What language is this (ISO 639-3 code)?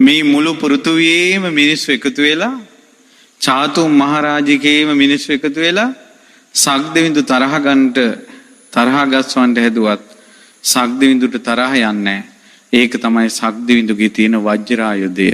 sin